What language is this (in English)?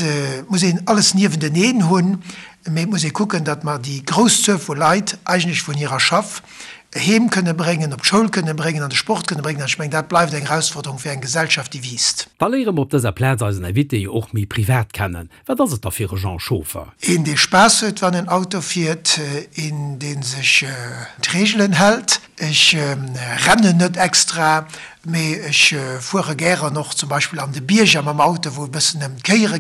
Luxembourgish